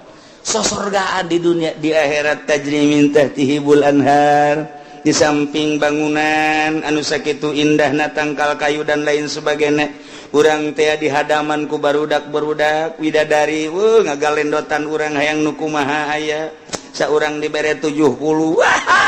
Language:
Sundanese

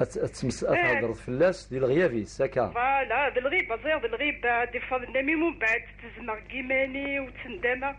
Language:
Algerian Arabic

